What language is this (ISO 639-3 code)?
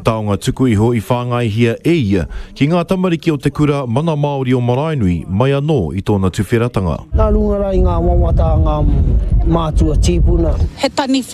mri